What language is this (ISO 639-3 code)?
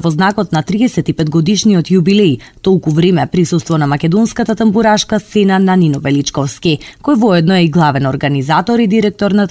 mkd